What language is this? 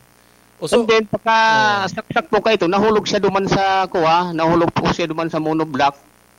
Bikol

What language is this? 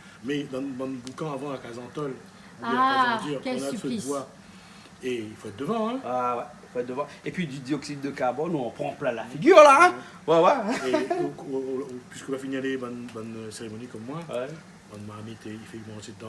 Réunion Creole French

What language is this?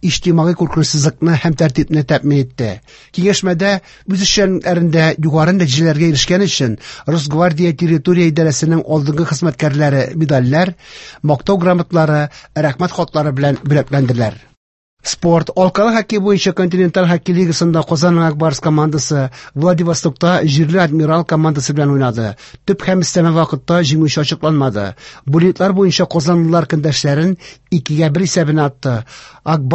Tatar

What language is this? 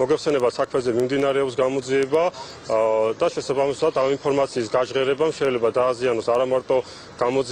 Georgian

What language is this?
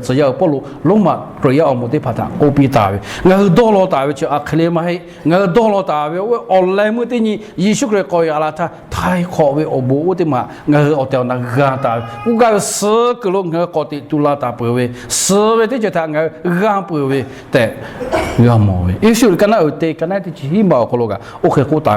Lahu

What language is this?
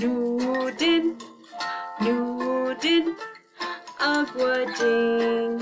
Chippewa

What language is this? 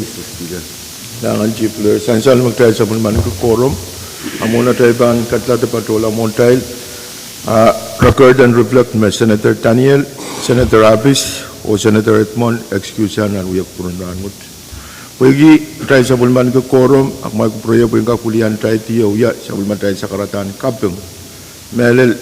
Pohnpeian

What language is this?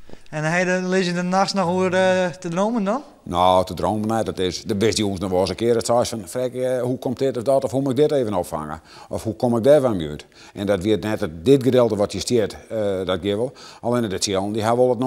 Western Frisian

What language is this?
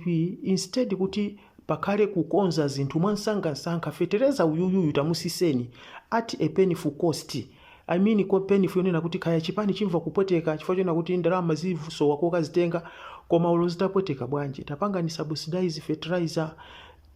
Nyanja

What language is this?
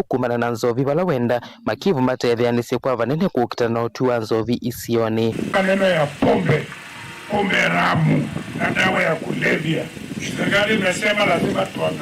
Kamba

